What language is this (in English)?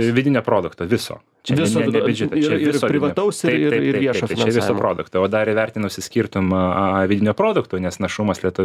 Lithuanian